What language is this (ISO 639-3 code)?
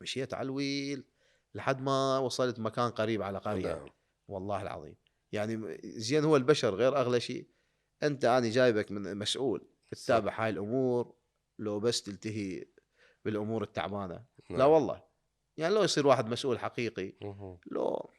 acm